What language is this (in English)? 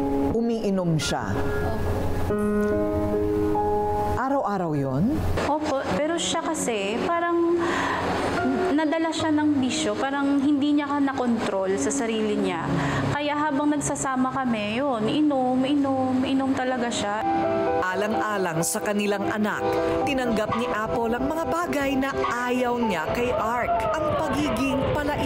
Filipino